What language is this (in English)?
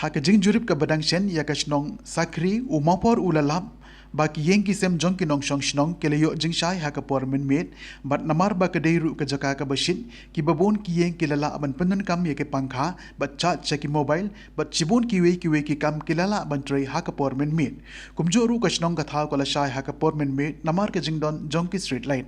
Khasi